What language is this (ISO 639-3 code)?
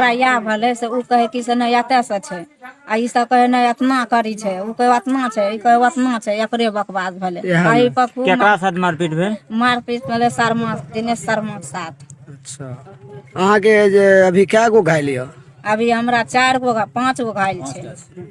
mai